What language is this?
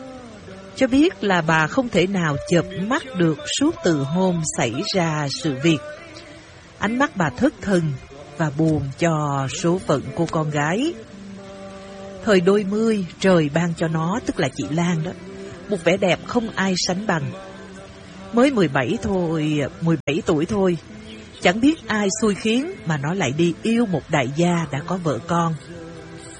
Vietnamese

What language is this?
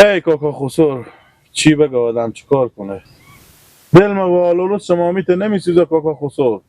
Persian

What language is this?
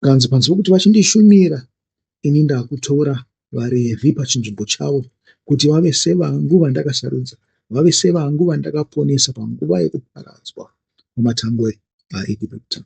Shona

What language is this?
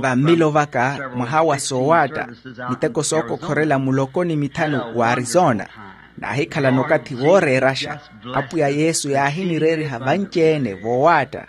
Makhuwa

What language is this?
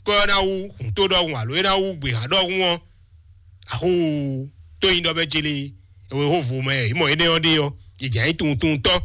Fon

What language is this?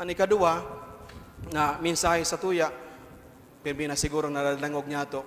Bikol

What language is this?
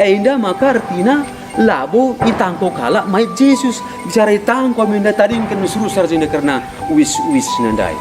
Batak Karo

